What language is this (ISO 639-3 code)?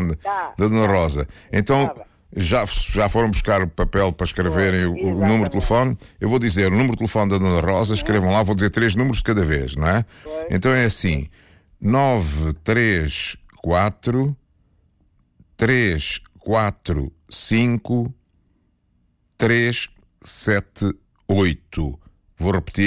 por